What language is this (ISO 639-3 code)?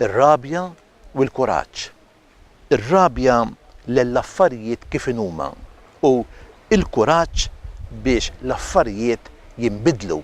mlt